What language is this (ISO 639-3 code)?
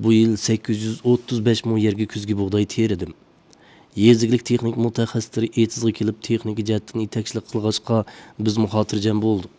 uig